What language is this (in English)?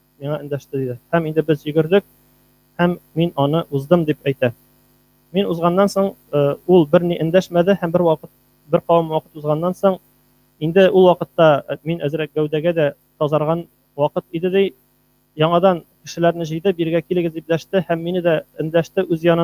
Tatar